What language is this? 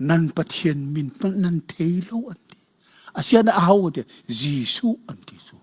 Hakha Chin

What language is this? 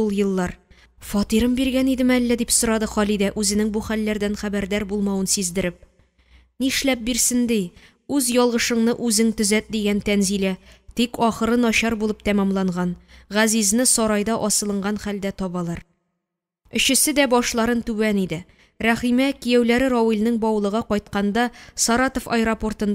Tatar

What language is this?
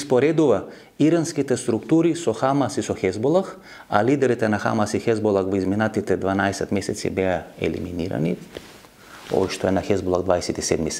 Macedonian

